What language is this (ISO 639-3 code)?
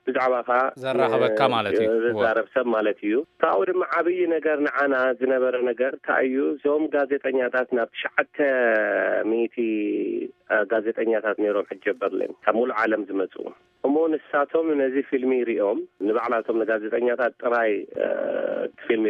tir